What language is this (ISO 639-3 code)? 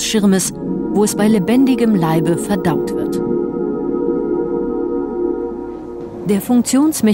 deu